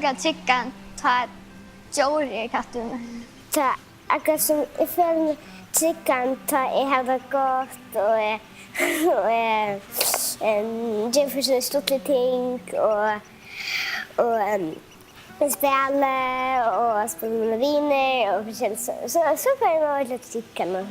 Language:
Faroese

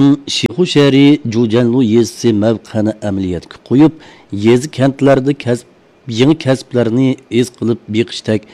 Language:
Uyghur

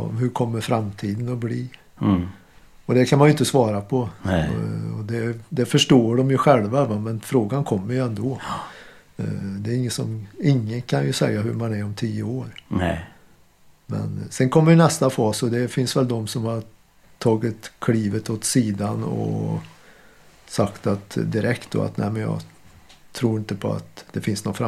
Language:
Swedish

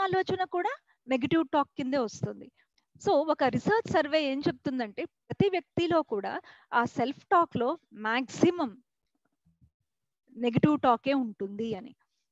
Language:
Telugu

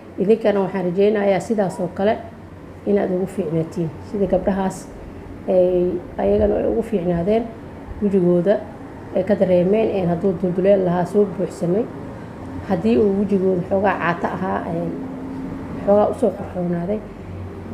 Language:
Somali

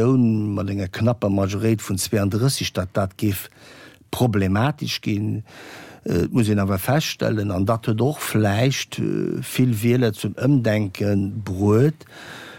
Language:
Luxembourgish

